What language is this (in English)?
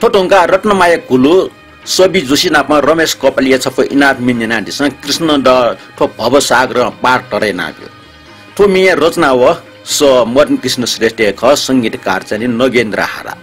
Newari